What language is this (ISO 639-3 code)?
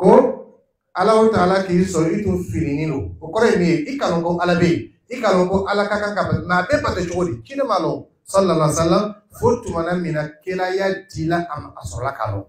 dyu